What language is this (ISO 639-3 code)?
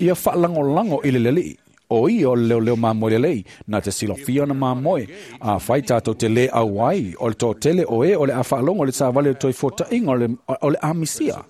smo